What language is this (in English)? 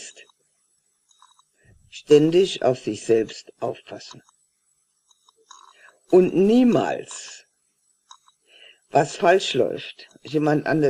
German